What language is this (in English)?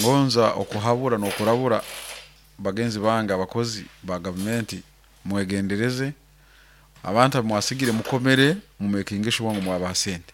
Nyoro